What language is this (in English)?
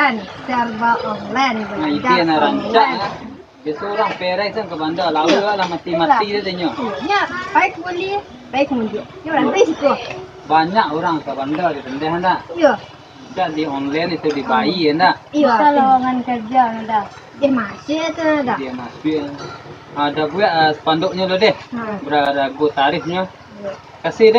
Minangkabau